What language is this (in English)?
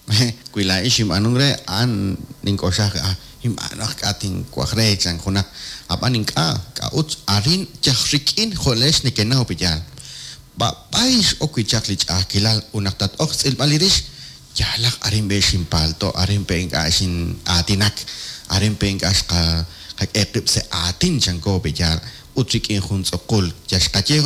Kekchí